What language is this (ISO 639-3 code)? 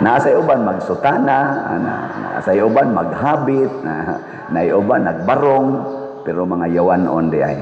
ceb